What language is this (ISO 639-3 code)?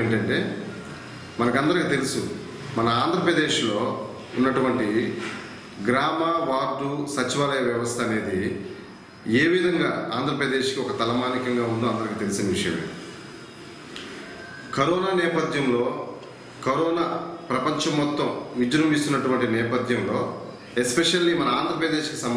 tel